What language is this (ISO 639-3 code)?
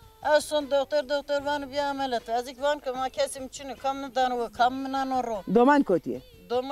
zza